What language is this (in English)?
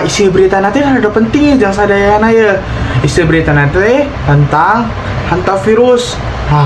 Sundanese